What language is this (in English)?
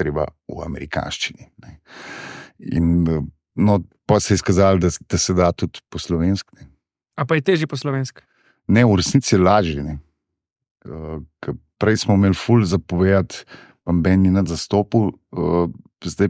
Slovenian